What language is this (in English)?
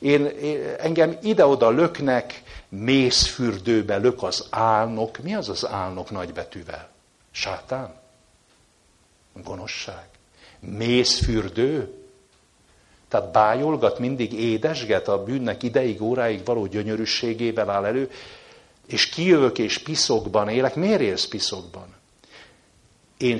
Hungarian